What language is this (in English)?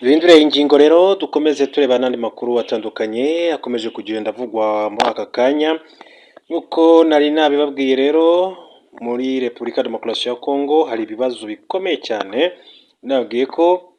Kinyarwanda